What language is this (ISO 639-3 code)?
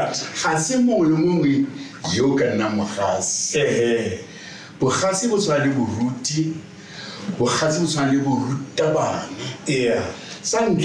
tsn